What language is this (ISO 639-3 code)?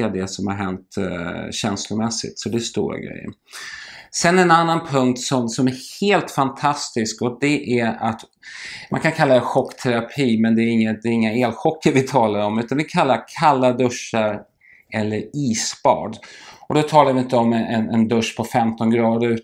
swe